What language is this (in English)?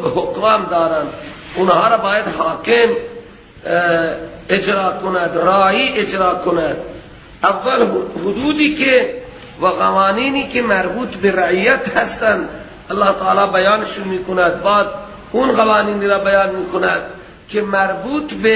Persian